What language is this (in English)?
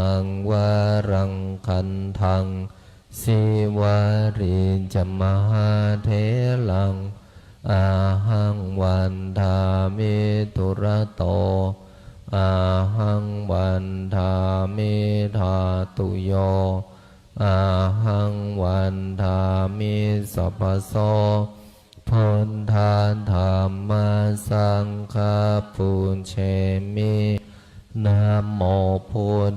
Pali